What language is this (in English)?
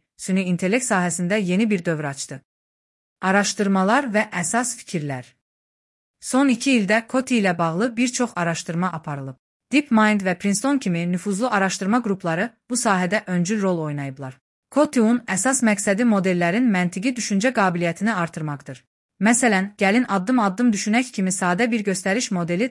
Azerbaijani